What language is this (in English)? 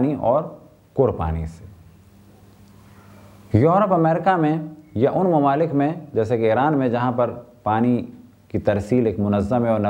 Urdu